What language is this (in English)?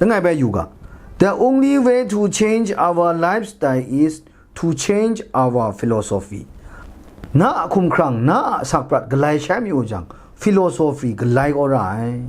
Kachin